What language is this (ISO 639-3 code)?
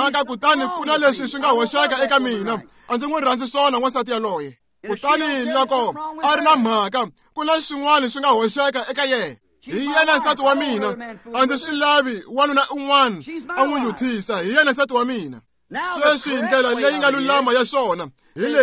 tso